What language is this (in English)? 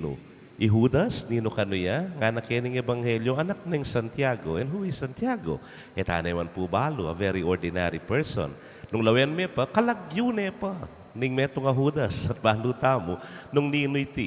Pampanga